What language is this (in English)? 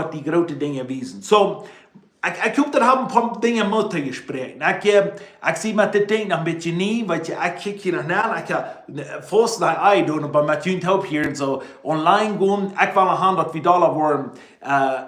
Plautdietsch